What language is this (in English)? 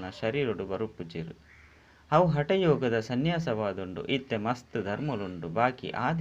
Tulu